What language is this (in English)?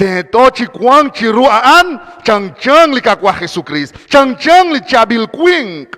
Kekchí